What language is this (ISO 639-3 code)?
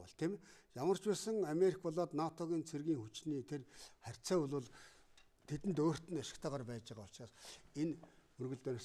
mon